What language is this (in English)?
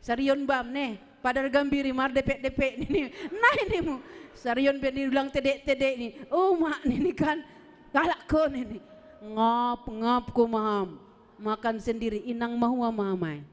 Batak Simalungun